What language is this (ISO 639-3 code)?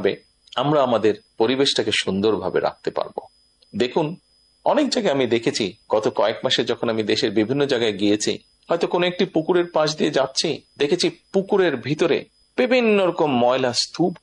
ben